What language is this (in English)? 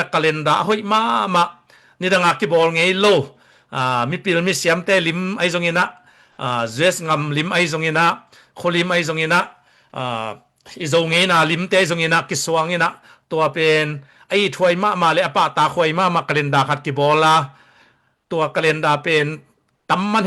Tedim Chin